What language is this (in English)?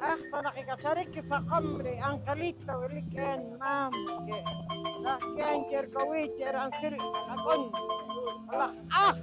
Poqomchi'